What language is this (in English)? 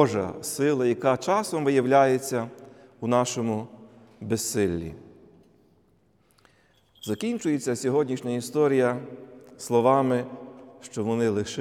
Ukrainian